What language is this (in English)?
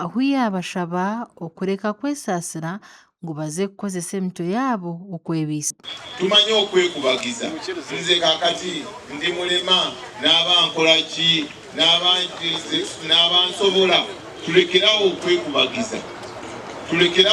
Nyankole